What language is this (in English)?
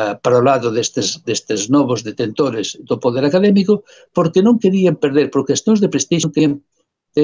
Galician